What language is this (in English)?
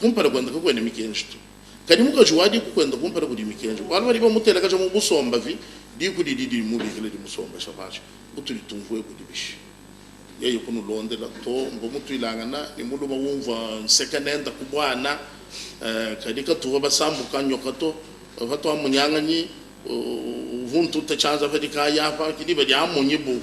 Luba-Lulua